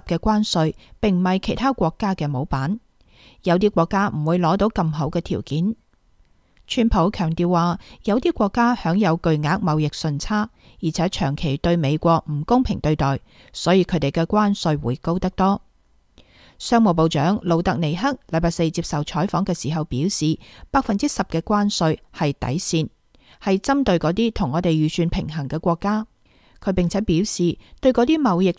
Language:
Cantonese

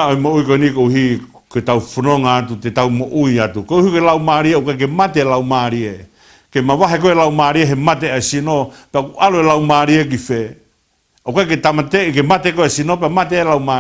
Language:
Tongan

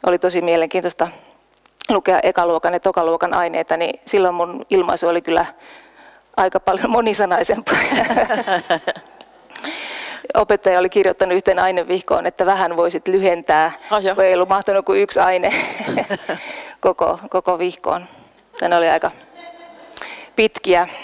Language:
Finnish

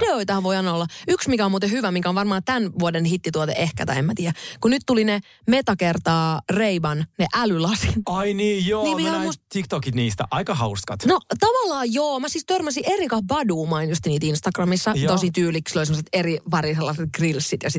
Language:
Finnish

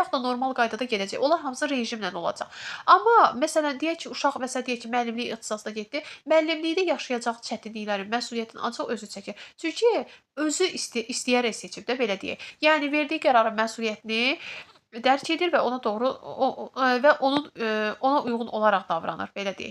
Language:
Azerbaijani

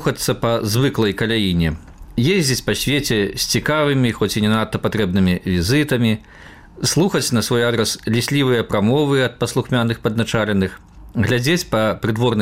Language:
Belarusian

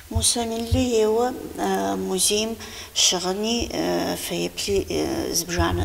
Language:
Kabardian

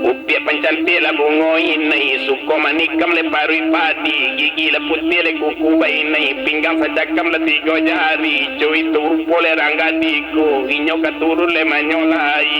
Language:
Minangkabau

